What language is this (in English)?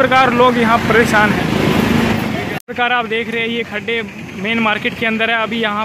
Hindi